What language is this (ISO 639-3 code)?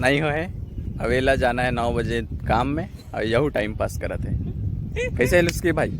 hne